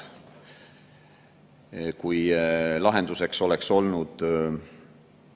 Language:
Estonian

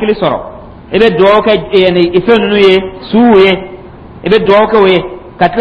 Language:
Dyula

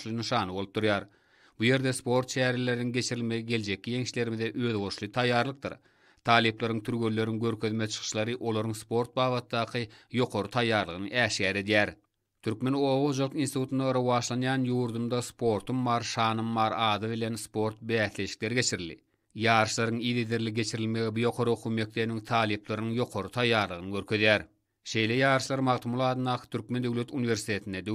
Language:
Turkmen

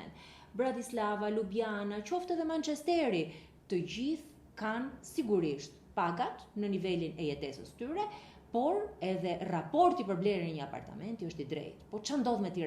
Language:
Albanian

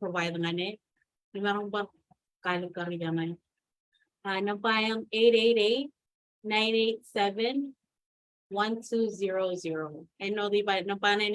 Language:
Marshallese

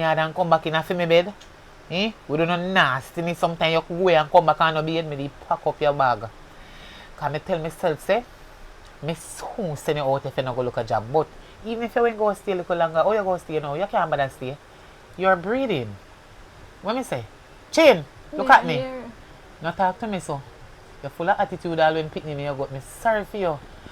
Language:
Jamaican Creole English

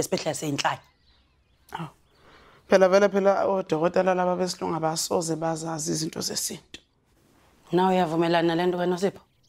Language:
Zulu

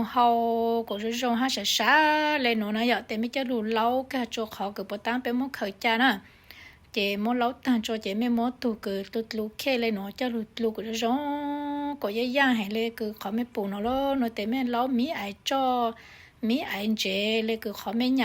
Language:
Hmong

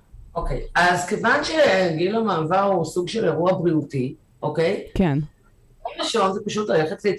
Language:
Hebrew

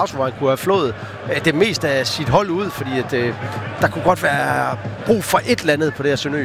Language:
Danish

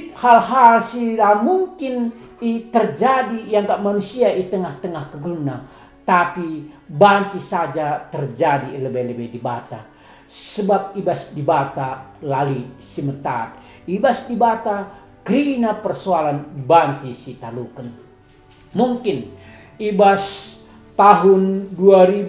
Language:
Batak Karo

